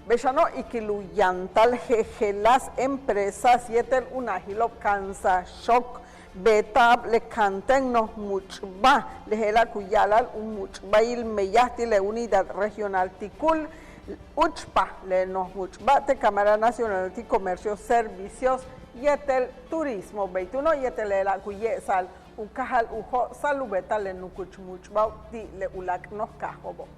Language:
Yucateco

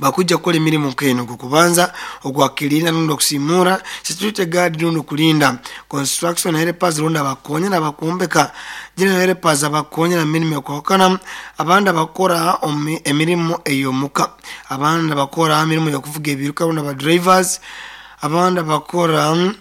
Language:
Nyoro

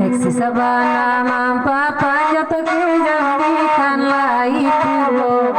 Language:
Minangkabau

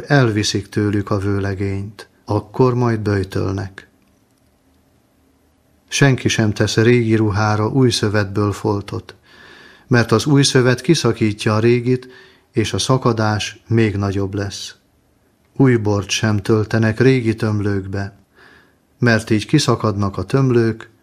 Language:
Hungarian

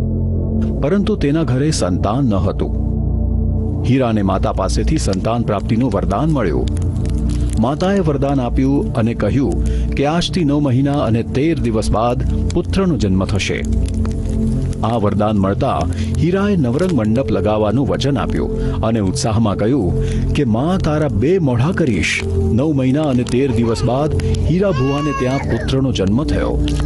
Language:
Gujarati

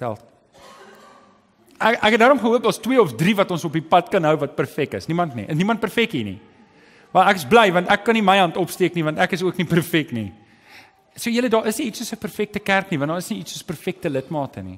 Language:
Afrikaans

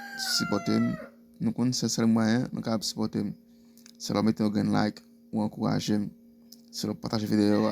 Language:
Haitian Creole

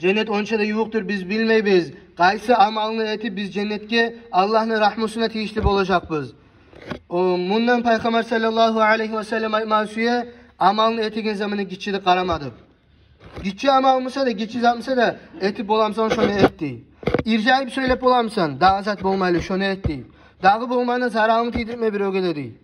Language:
Kumyk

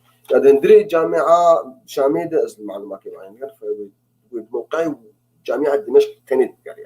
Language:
Kurdish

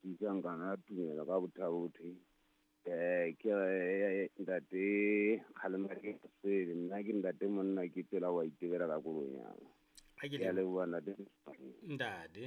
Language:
Southern Sotho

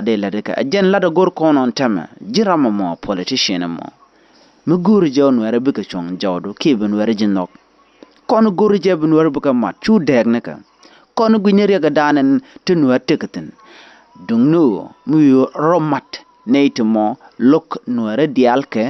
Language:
Nuer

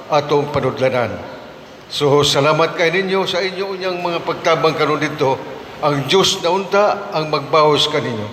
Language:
Cebuano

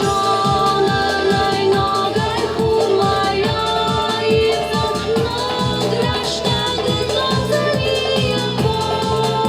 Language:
Ossetic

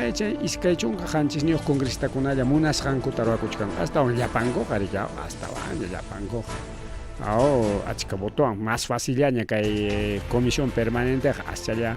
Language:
Ayacucho Quechua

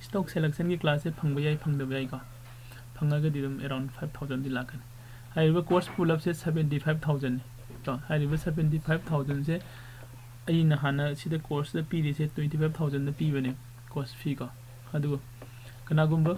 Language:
Manipuri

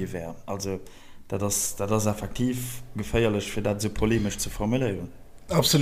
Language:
Luxembourgish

